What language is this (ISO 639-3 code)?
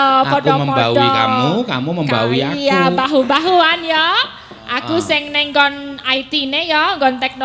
jav